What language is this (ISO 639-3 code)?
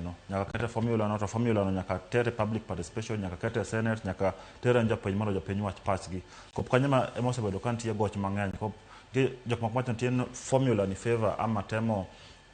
luo